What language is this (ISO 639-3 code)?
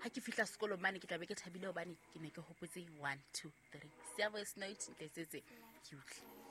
sot